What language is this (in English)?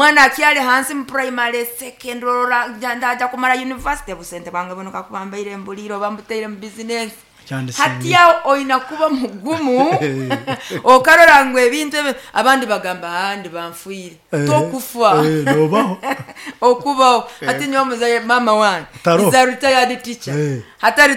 Nyoro